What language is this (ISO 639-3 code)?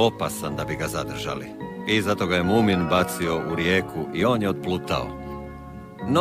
hrv